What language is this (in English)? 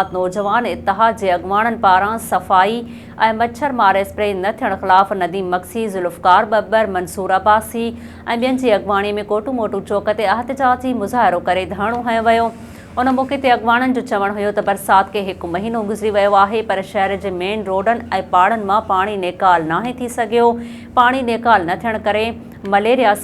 Sindhi